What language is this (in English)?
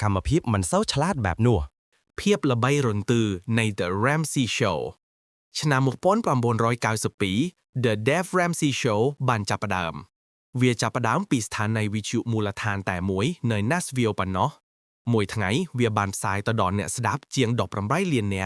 Khmer